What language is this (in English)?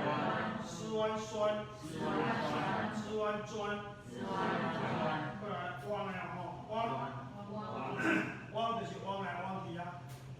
Min Nan Chinese